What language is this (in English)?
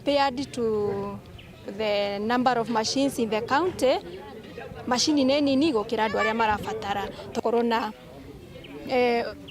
Meru